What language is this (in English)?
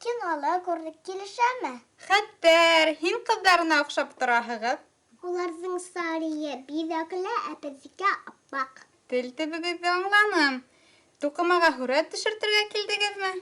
Bashkir